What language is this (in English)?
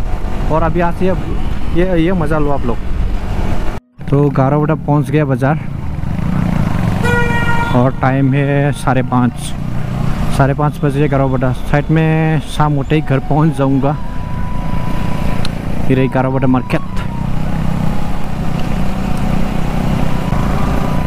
Hindi